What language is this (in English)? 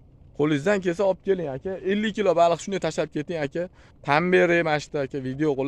Uzbek